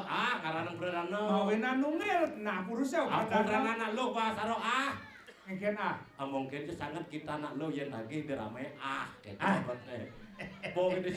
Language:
Balinese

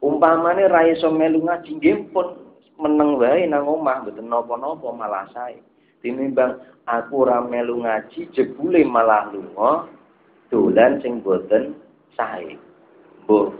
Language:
Javanese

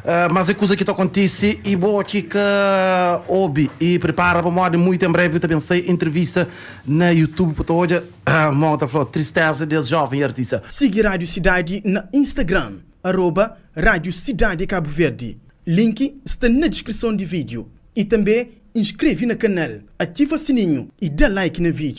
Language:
Kabuverdianu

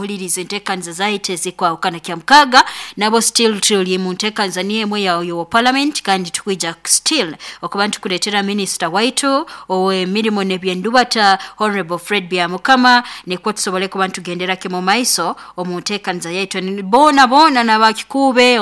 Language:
Nyoro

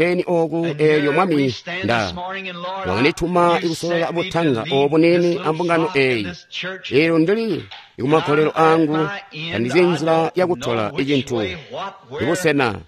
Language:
Tonga (Zambia)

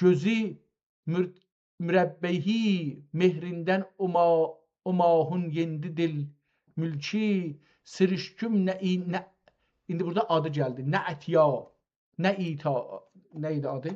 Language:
South Azerbaijani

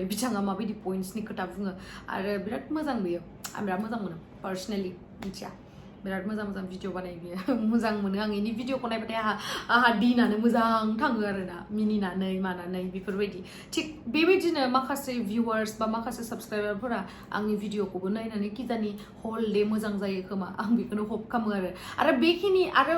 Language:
Bodo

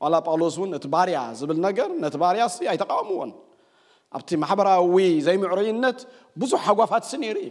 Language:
Tigrinya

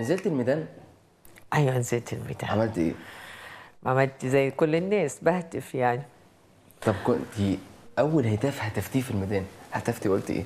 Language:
Egyptian Arabic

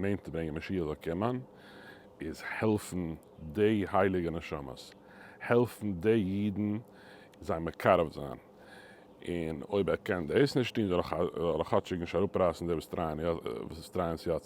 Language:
Yiddish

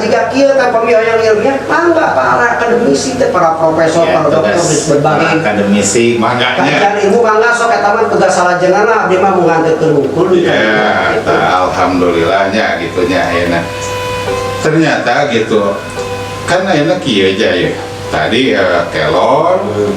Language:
Sundanese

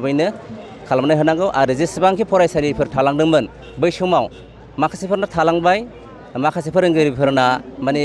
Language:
Bodo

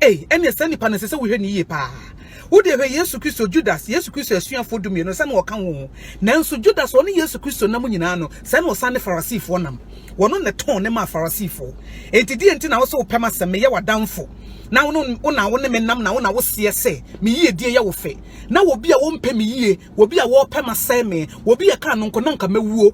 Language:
Akan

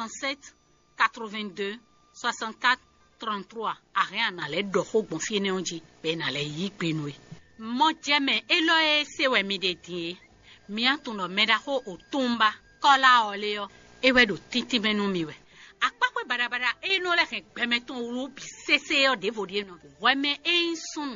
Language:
Fon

